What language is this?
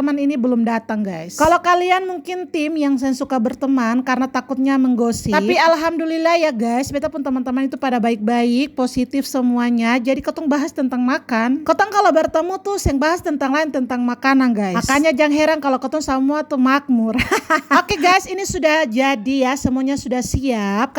Ambonese Malay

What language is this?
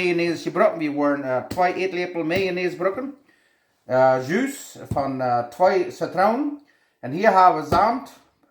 Plautdietsch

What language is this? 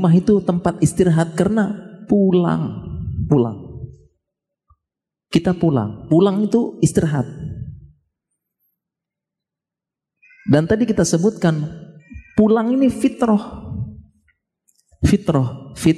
Indonesian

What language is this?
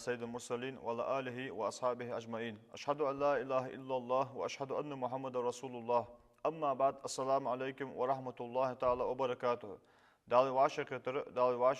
Ingush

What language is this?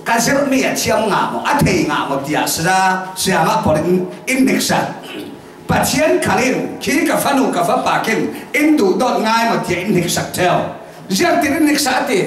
Falam Chin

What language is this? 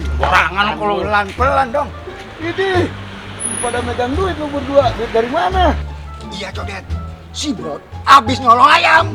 Betawi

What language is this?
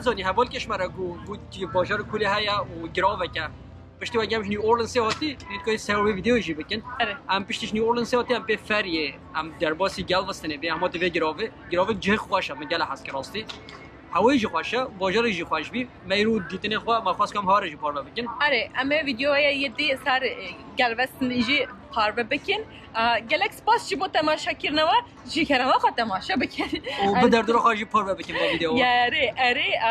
Kurdish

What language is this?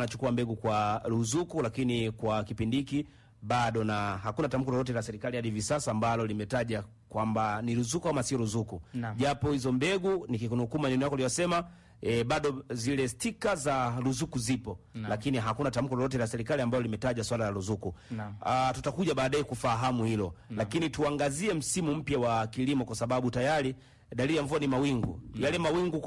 Swahili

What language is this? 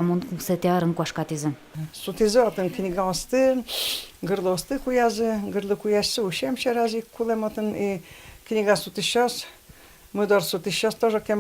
Udmurt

